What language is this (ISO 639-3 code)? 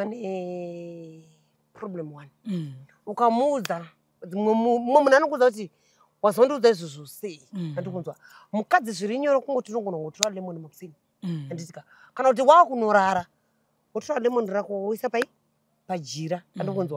sna